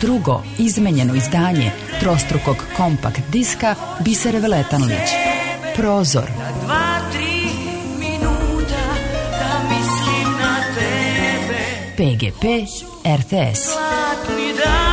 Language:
Serbian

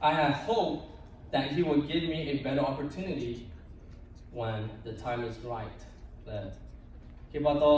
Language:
Lahu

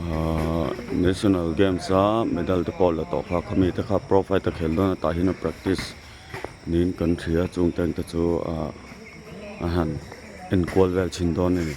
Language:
Mizo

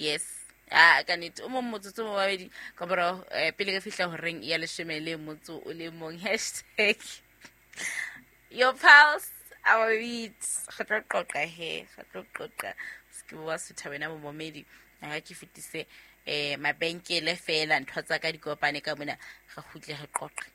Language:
Southern Sotho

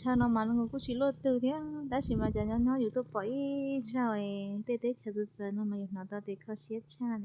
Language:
Hmong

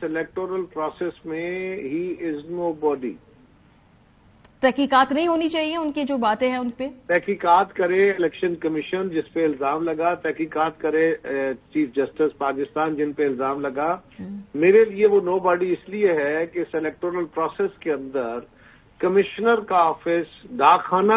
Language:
Urdu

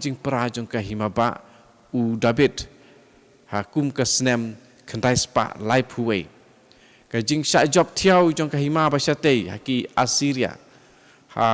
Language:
Khasi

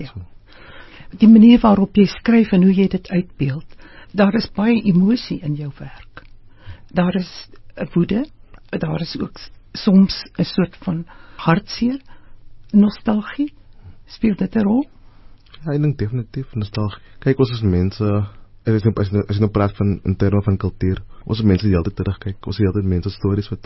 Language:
Afrikaans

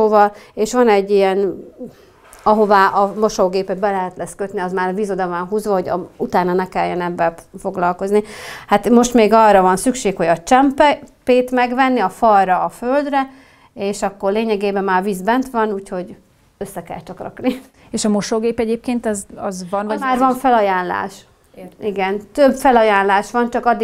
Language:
Hungarian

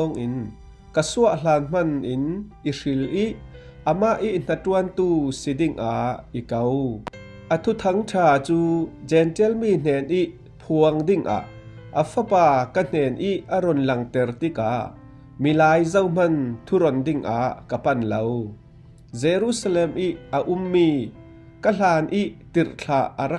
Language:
Falam Chin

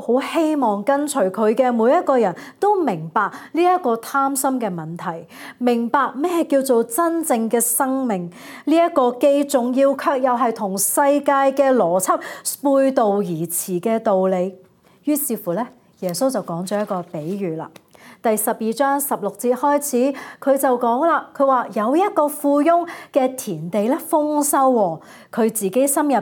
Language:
Cantonese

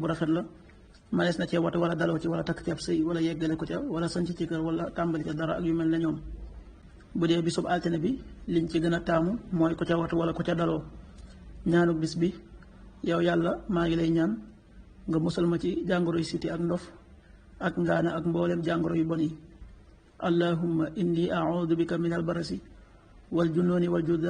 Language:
Wolof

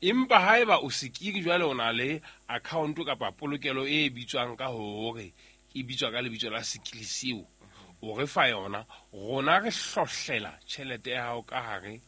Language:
Southern Sotho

